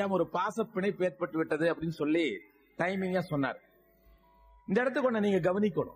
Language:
Tamil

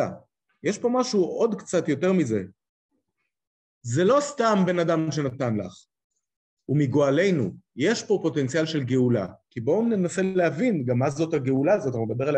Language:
Hebrew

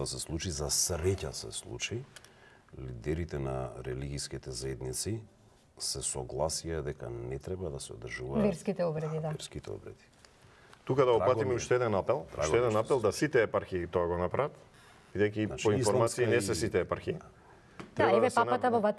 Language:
Macedonian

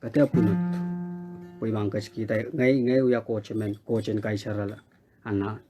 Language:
Pohnpeian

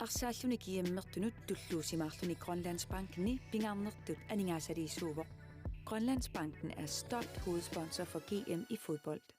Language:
Kalaallisut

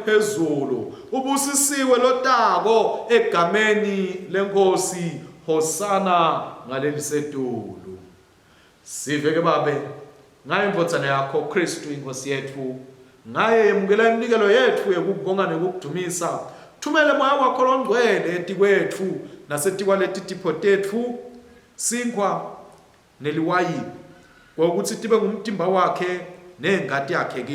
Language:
Swati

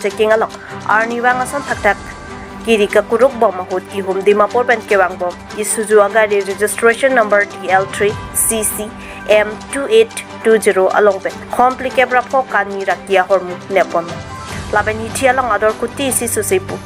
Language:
Karbi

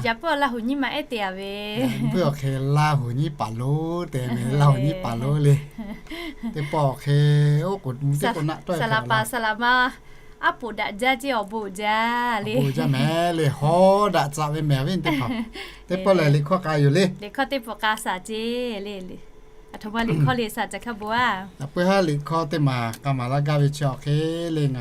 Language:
Lahu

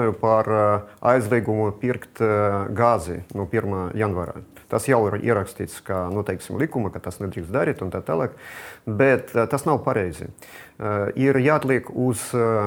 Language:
Latvian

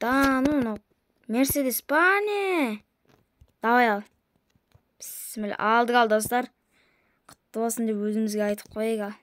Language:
Kazakh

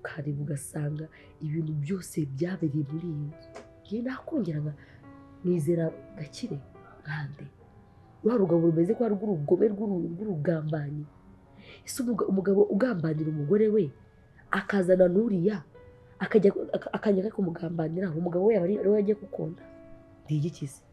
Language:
Kinyarwanda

